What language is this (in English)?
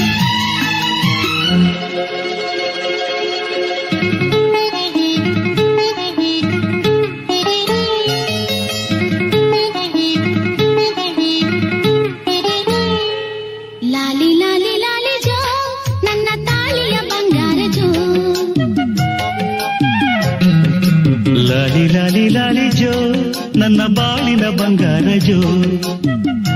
Kannada